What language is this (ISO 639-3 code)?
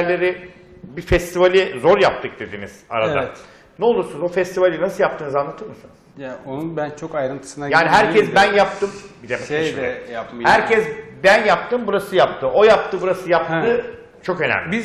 tur